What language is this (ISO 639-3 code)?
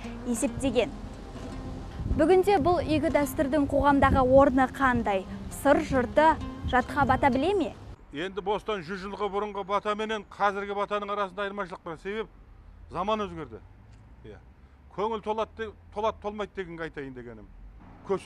kaz